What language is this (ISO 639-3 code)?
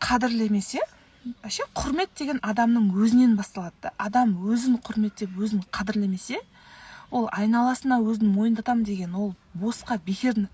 kaz